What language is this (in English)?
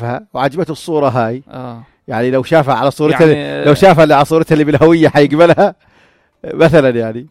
North Levantine Arabic